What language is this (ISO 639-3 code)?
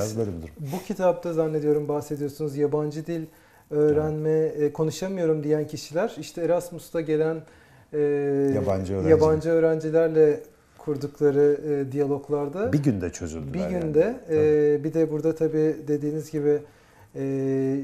tur